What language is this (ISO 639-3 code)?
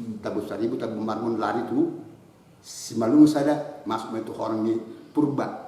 bbc